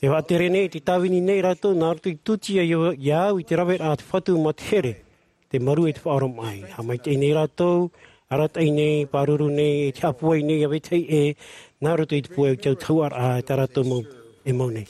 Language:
Tahitian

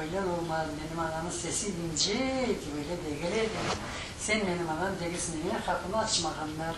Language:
Crimean Tatar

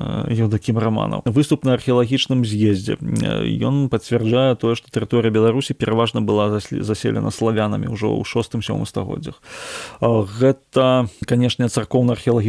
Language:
Belarusian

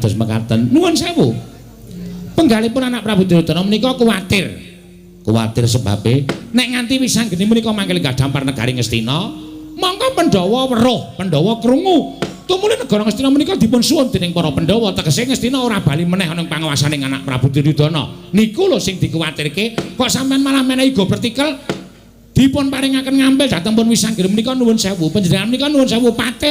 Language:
Javanese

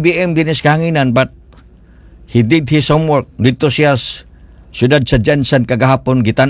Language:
Cebuano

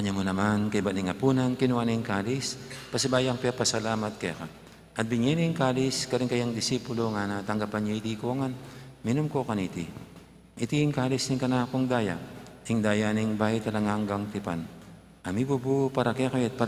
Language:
Pampanga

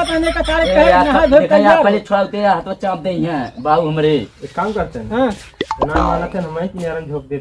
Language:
Awadhi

